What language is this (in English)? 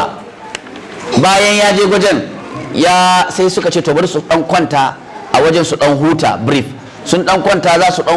Hausa